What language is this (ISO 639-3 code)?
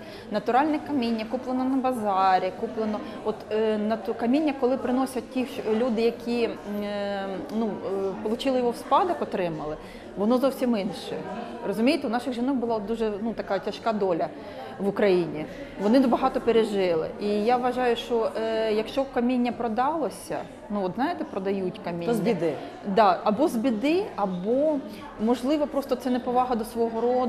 ukr